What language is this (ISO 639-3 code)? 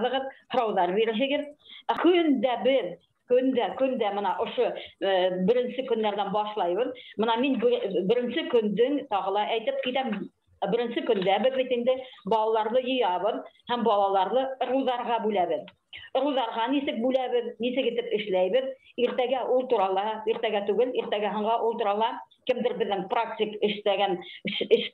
bak